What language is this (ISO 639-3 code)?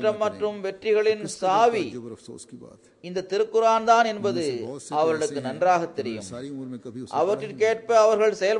tam